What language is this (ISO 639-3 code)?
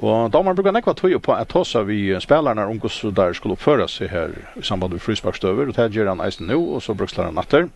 fao